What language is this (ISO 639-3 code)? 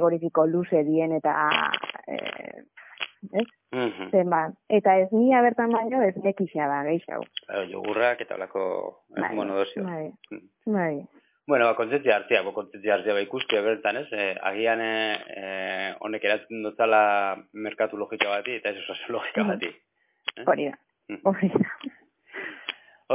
eus